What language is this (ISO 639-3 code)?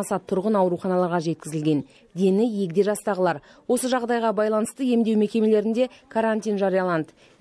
kaz